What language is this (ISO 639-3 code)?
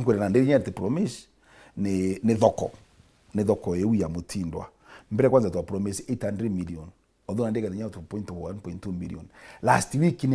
mer